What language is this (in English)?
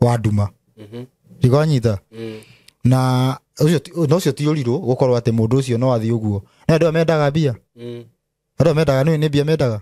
Kikuyu